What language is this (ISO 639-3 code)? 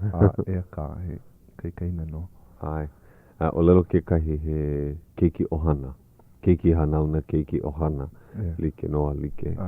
haw